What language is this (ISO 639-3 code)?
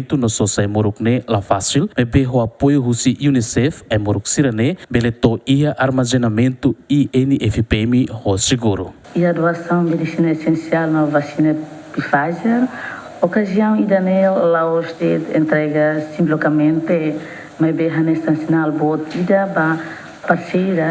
tet